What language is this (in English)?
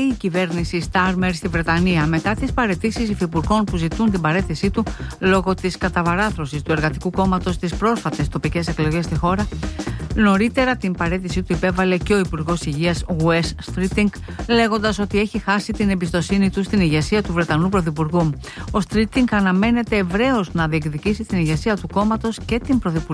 Greek